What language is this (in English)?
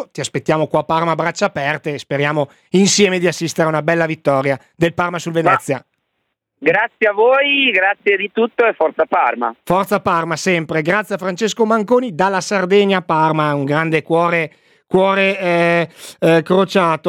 Italian